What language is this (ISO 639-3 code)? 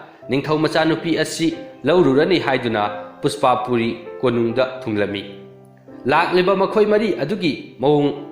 mni